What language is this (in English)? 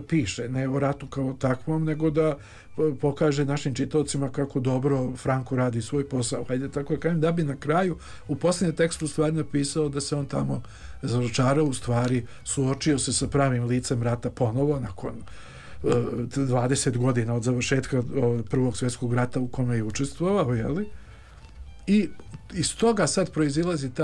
Bosnian